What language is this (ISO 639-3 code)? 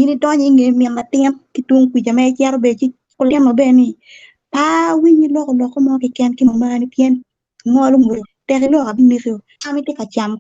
ach